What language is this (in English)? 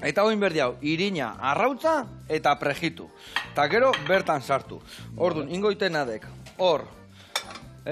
Basque